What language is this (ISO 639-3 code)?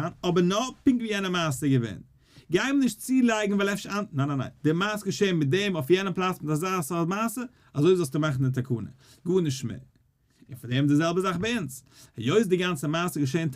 yid